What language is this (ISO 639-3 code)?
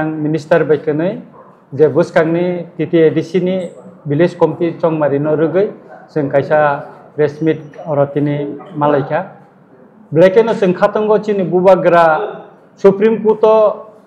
trp